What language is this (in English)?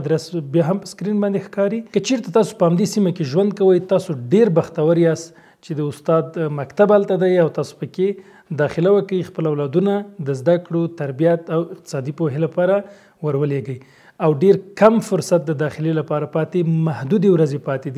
Pashto